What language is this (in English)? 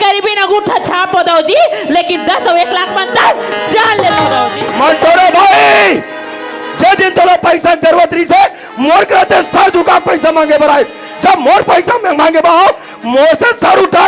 Chhattisgarhi